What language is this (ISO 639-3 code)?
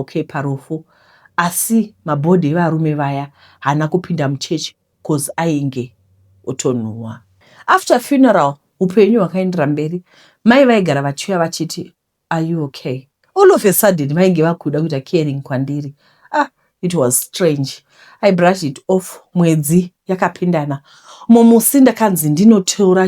sna